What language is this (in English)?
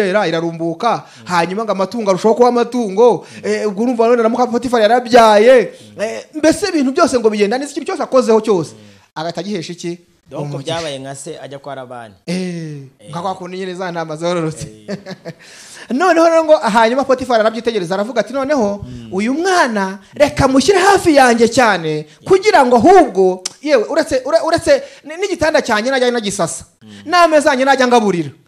Kinyarwanda